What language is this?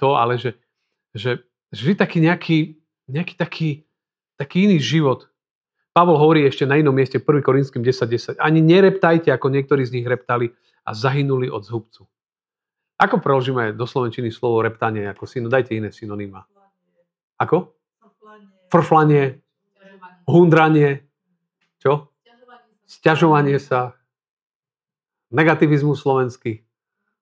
Slovak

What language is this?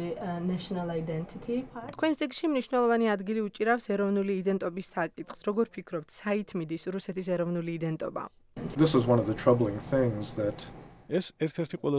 Georgian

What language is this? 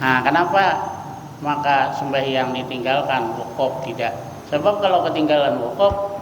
Banjar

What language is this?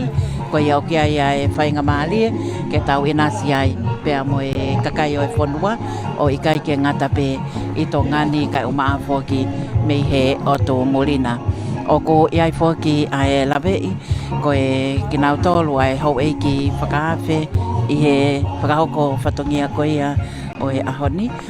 Tongan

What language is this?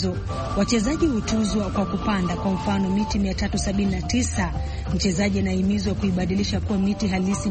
Swahili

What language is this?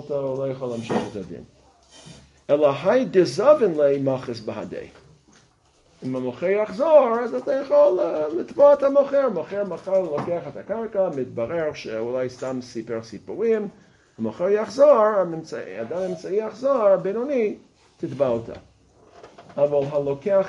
Hebrew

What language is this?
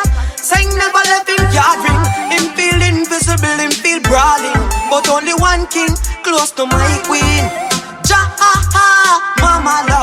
Jamaican Creole English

